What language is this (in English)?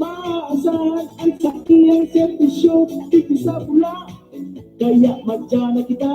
Bikol